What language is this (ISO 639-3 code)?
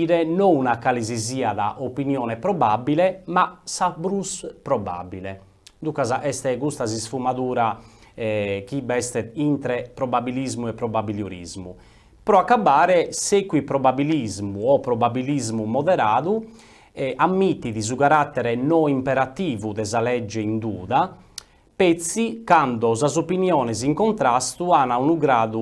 srd